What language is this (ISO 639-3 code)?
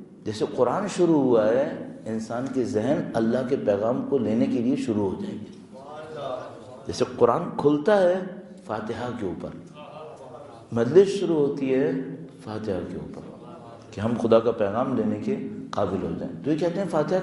urd